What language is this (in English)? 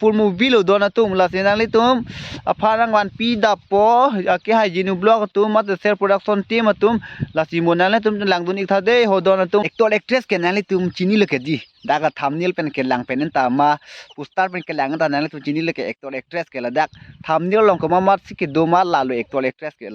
Karbi